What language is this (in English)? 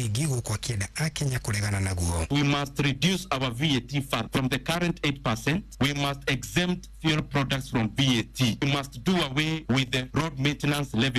Kikuyu